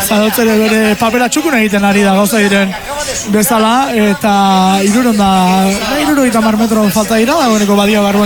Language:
Basque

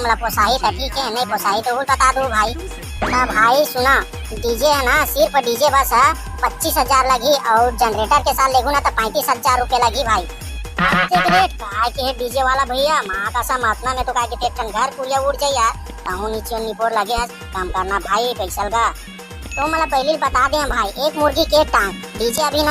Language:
Chhattisgarhi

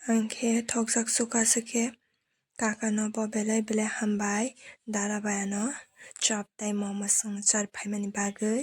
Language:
Kok Borok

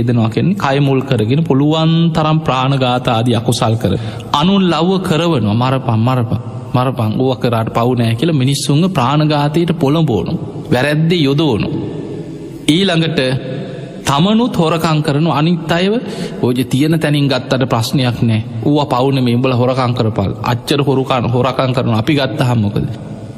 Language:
Sinhala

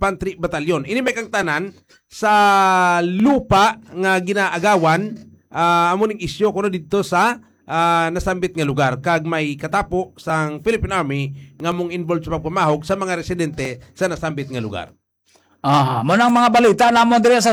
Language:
Hiligaynon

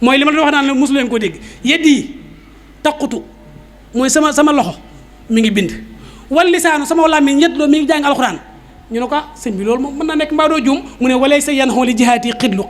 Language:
Wolof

